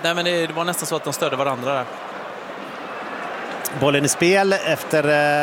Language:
Swedish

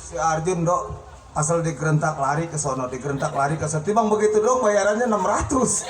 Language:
Betawi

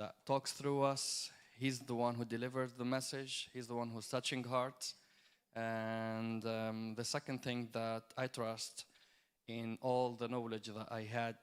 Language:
English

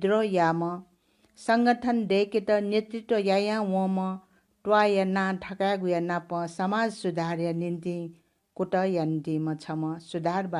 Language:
Newari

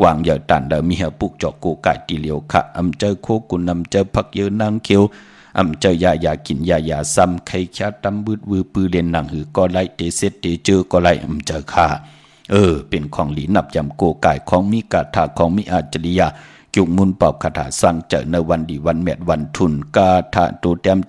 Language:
Shan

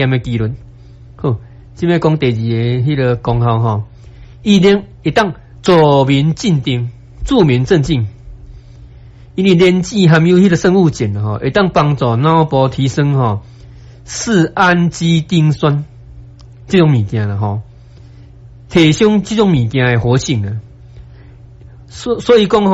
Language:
Min Nan Chinese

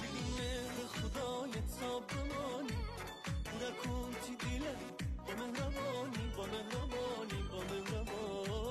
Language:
Gilaki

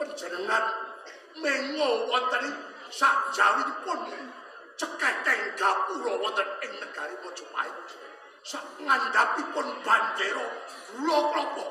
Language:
Javanese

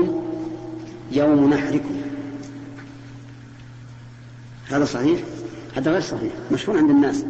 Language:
Arabic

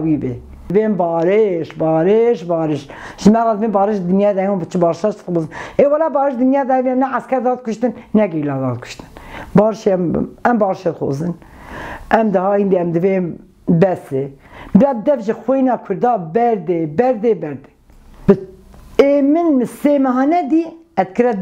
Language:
Kurdish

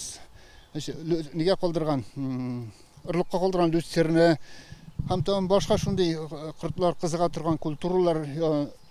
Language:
Tatar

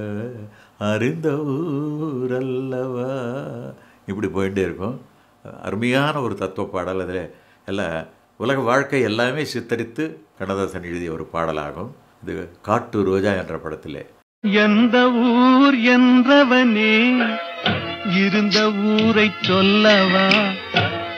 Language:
Tamil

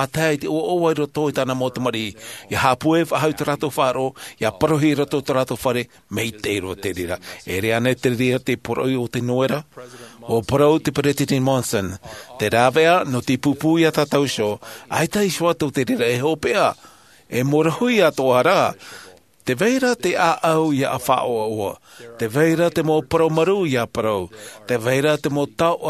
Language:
Tahitian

